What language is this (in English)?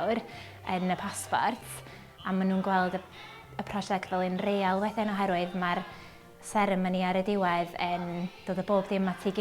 Welsh